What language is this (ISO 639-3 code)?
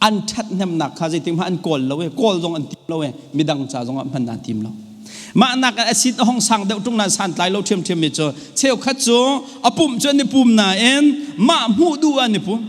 cnh